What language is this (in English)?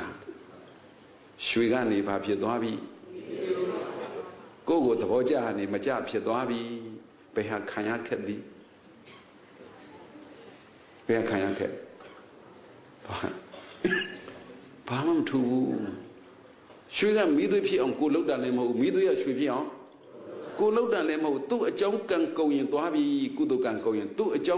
Burmese